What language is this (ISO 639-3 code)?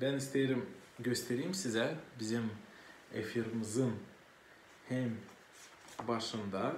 gag